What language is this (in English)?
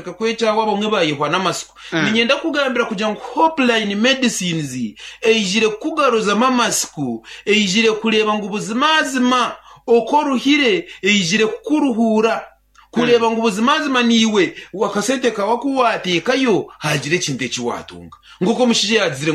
Nyankole